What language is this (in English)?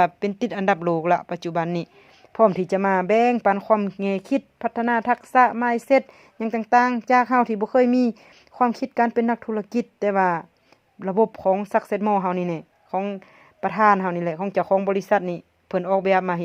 Lao